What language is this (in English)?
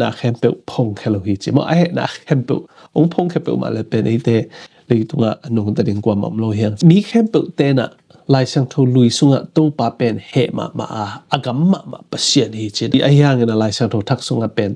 Tedim Chin